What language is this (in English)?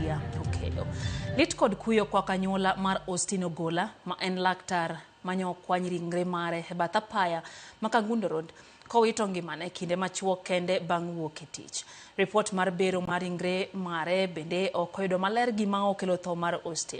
Luo (Kenya and Tanzania)